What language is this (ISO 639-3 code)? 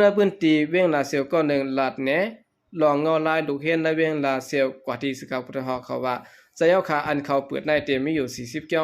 shn